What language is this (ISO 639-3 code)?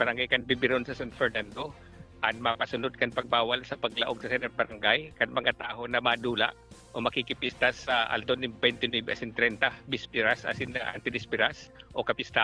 bik